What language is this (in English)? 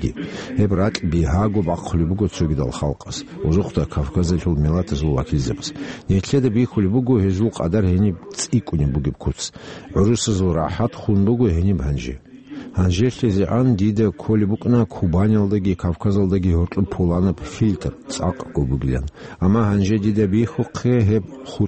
Avaric